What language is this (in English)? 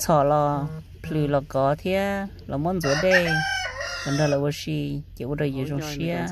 Hmong